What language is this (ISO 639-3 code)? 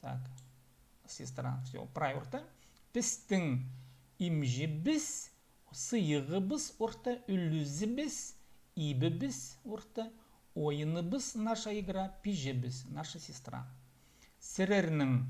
kjh